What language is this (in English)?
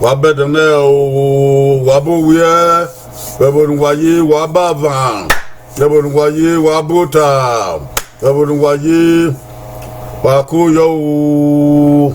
Bini